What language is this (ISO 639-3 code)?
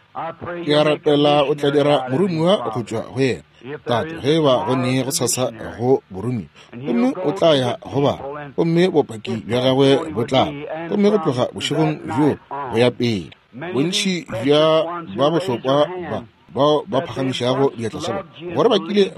nso